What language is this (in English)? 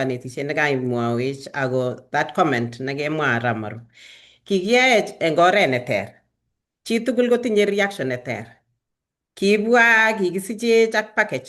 Kalenjin